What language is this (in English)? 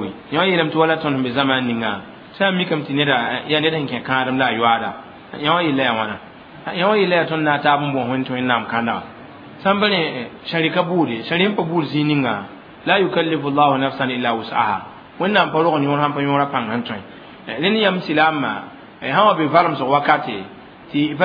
Mossi